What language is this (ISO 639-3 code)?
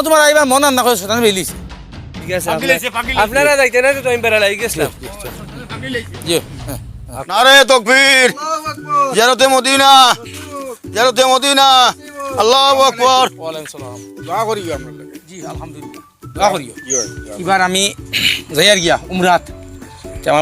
syl